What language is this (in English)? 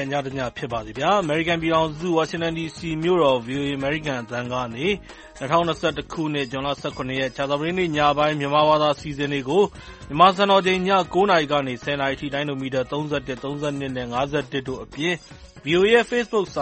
Burmese